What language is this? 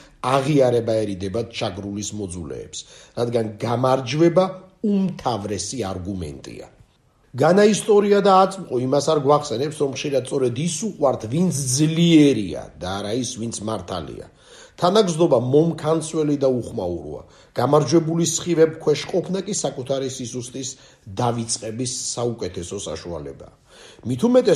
Georgian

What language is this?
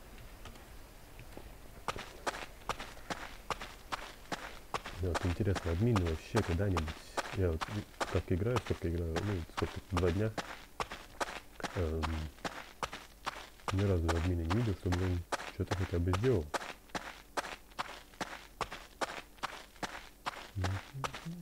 Russian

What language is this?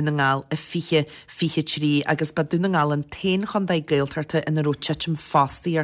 Irish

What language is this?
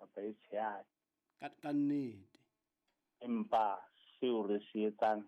Southern Sotho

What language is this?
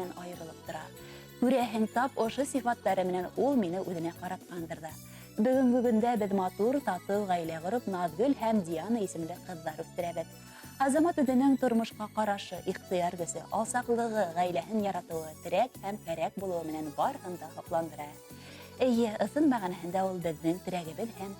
Bashkir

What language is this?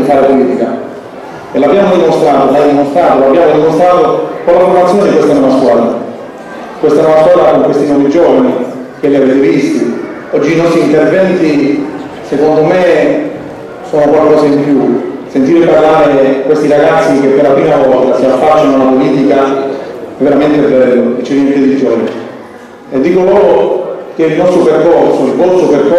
Italian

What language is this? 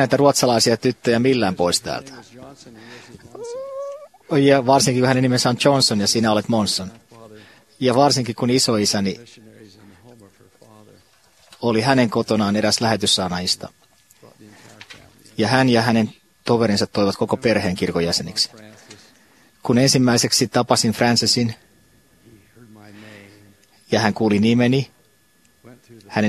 Finnish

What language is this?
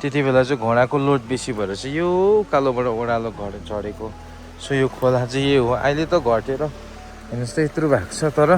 Nepali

